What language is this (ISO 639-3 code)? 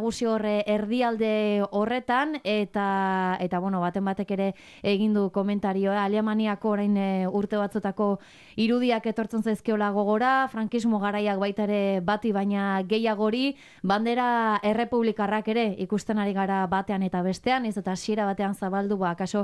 eus